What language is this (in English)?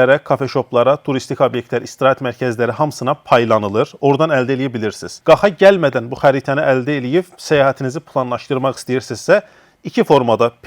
Azerbaijani